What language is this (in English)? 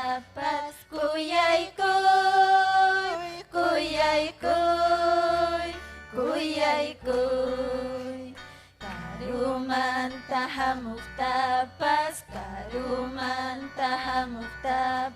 Ayacucho Quechua